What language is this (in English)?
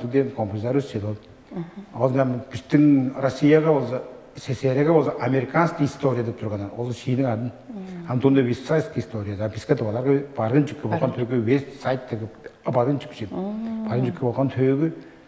Tuvinian